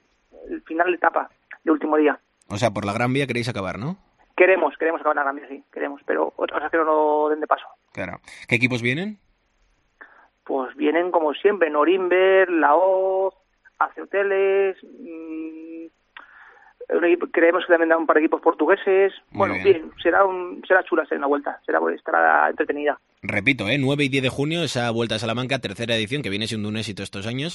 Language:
Spanish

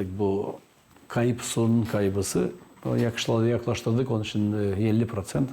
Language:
Gagauz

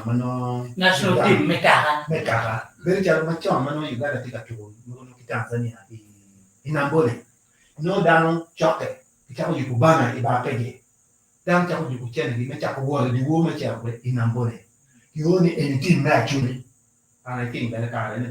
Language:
Acoli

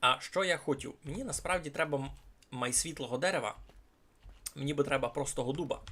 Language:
Rusyn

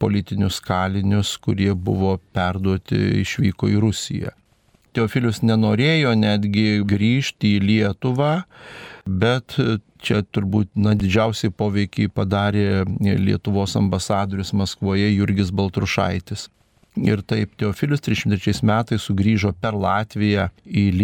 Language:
Lithuanian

